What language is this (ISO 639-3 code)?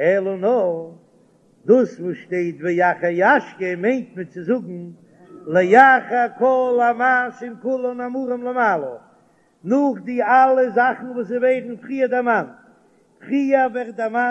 yid